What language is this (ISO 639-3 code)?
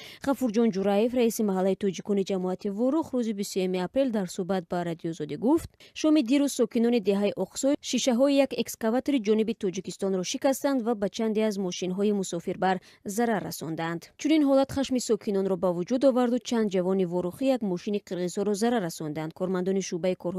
tgk